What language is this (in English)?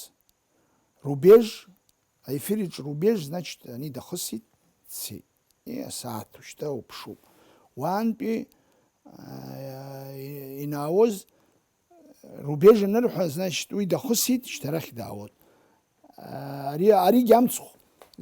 Abkhazian